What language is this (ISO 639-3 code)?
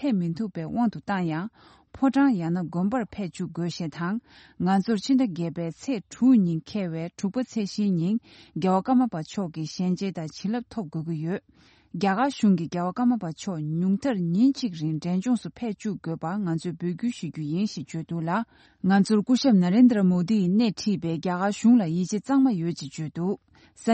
bod